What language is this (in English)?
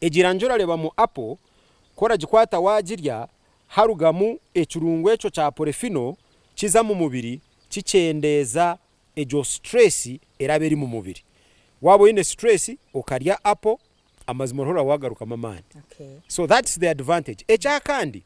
Nyankole